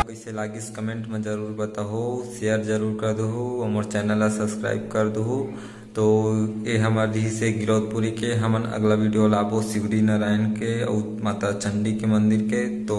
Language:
Chhattisgarhi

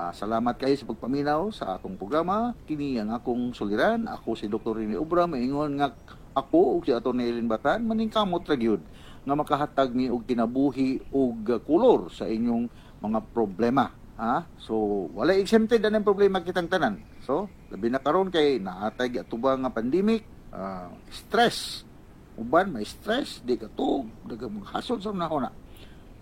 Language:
Cebuano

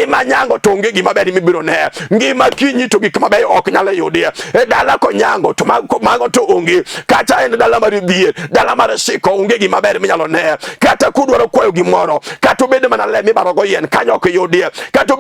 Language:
Luo (Kenya and Tanzania)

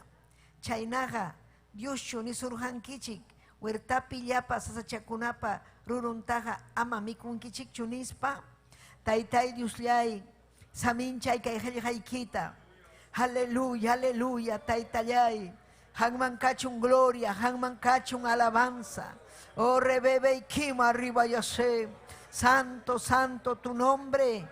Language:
Ayacucho Quechua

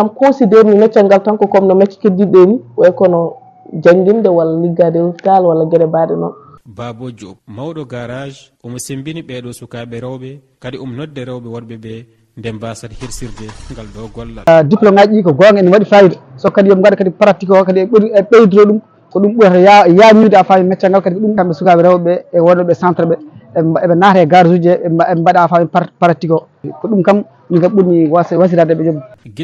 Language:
Fula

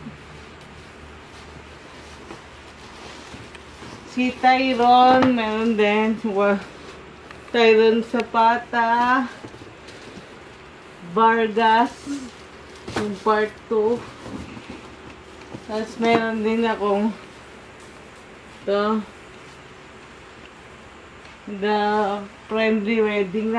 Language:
Filipino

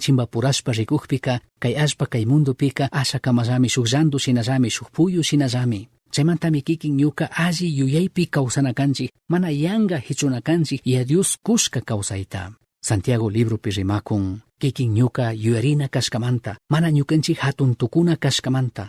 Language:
Chimborazo Highland Quichua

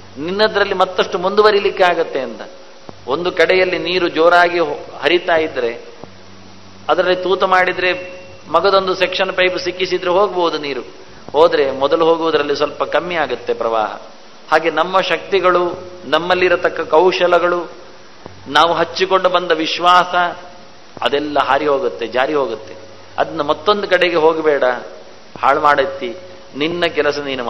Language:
Kannada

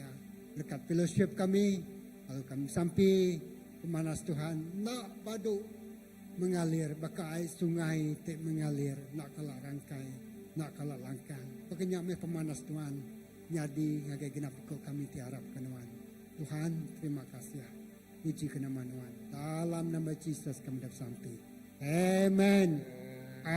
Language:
Iban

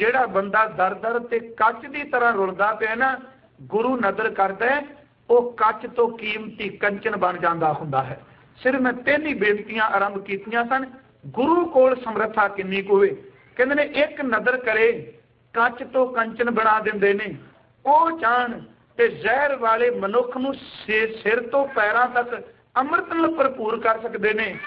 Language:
Punjabi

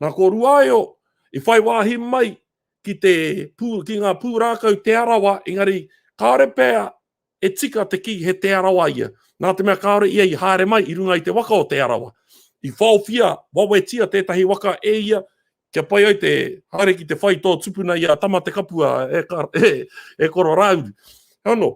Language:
Māori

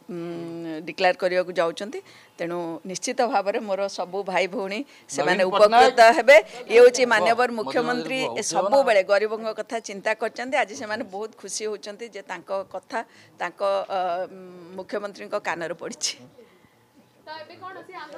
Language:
Odia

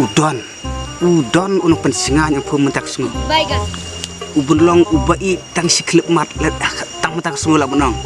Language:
Khasi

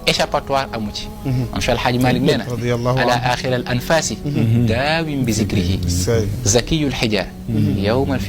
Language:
Wolof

